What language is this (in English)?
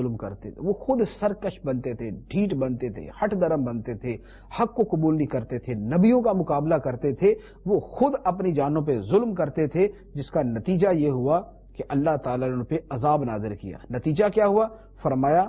Urdu